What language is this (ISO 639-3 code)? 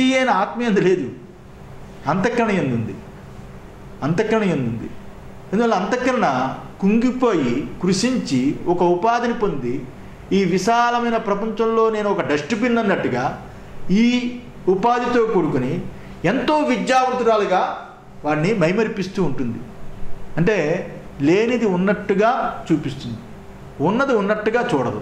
tel